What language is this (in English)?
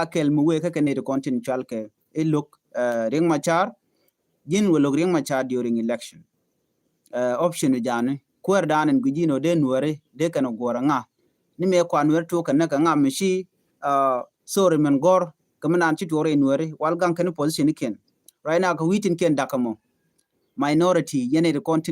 Nuer